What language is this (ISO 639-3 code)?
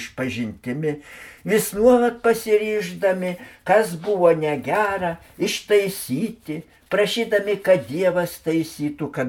lit